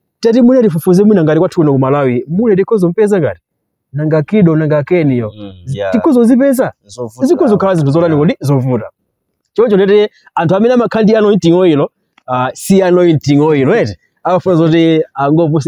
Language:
Nyanja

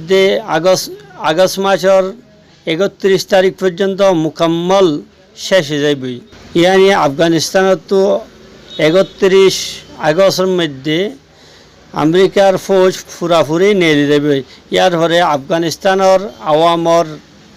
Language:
Rohingya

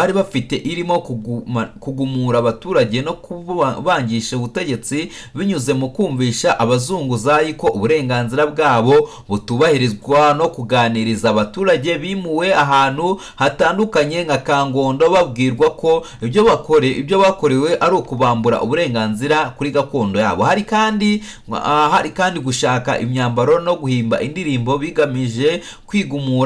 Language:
Kinyarwanda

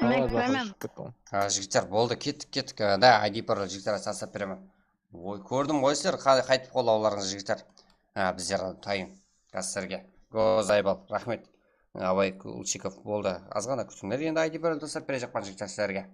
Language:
Kara-Kalpak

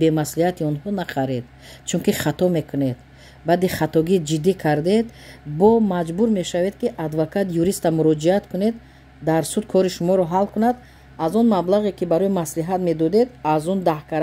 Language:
Tajik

